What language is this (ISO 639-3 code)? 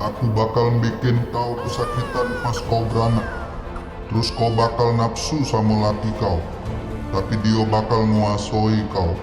mui